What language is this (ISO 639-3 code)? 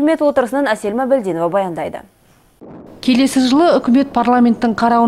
kaz